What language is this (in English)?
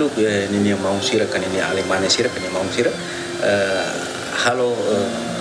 Tetum